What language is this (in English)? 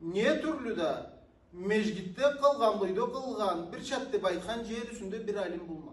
Karachay-Balkar